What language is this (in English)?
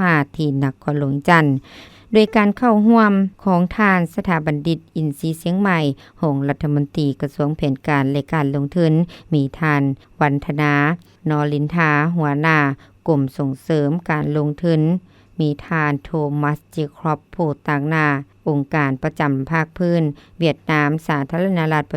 Lao